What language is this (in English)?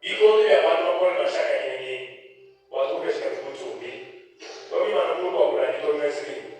Luba-Lulua